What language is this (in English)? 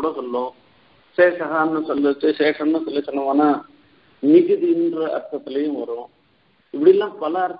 Tamil